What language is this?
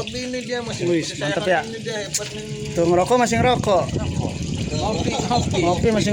Betawi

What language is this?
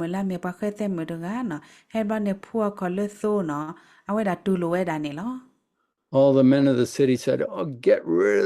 S'gaw Karen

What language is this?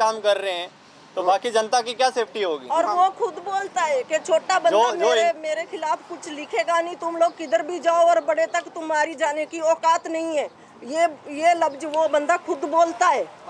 Hindi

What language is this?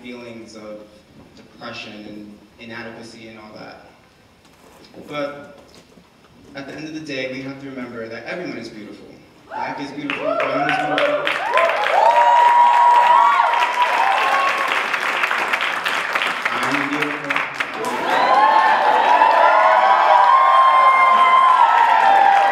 English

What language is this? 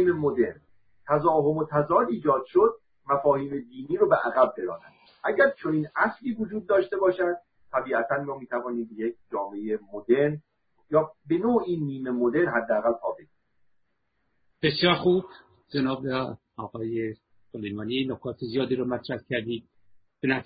Persian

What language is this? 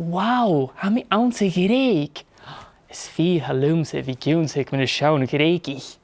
Scottish Gaelic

